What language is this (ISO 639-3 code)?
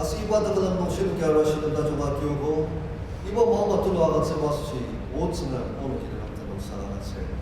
njo